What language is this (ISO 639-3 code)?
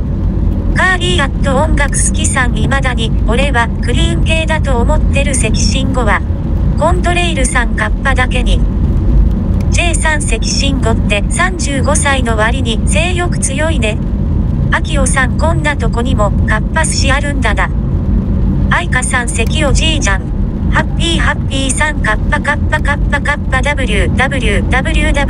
jpn